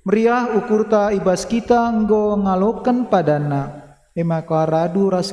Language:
Batak Karo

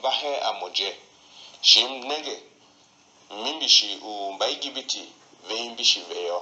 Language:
Tiv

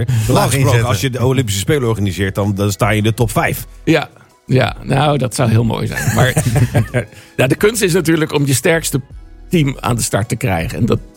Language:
Dutch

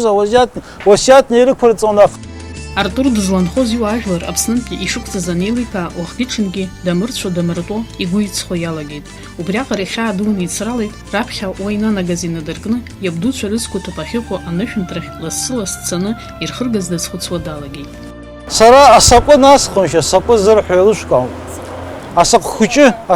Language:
Abkhazian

